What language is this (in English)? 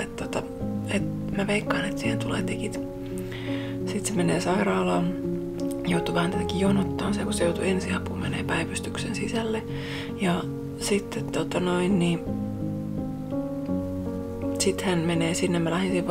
Finnish